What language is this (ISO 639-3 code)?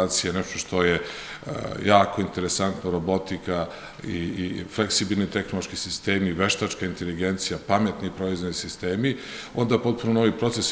srp